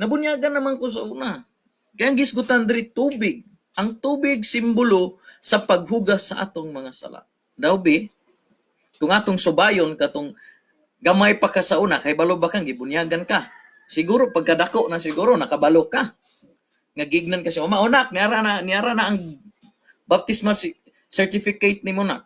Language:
Cebuano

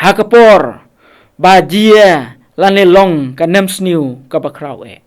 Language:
Khasi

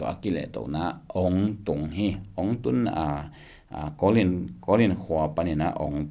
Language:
Tedim Chin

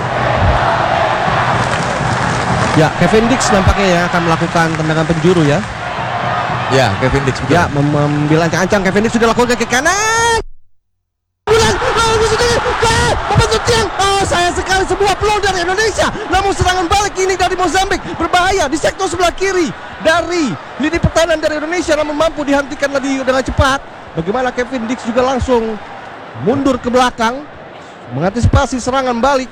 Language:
Indonesian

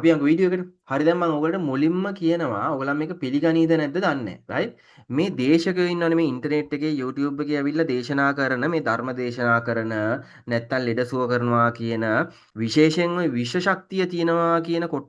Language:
Sinhala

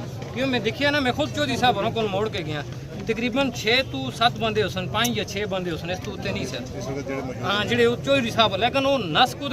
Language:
Pahari-Potwari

